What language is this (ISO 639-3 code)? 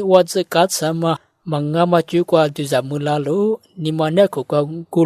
lis